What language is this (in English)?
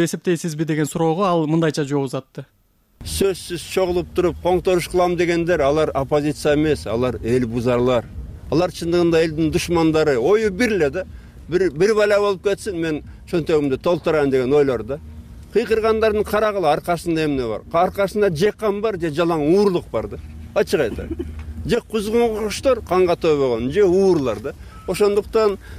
Kyrgyz